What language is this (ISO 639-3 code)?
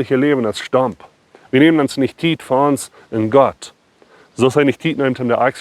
pdt